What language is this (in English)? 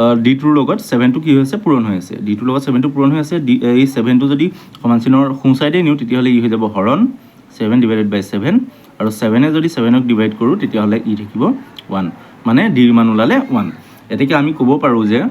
Assamese